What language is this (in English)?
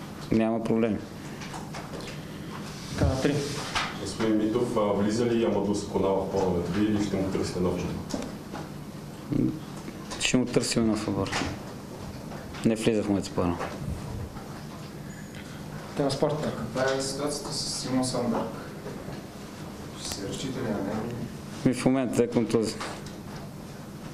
Bulgarian